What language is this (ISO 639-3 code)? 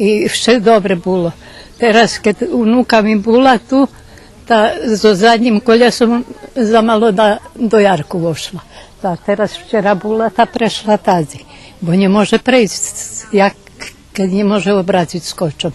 rue